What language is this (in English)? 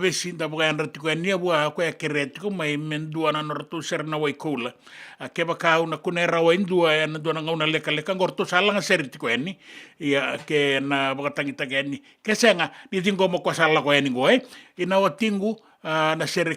Fijian